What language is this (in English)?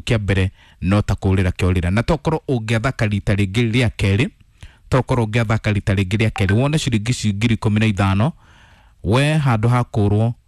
Kikuyu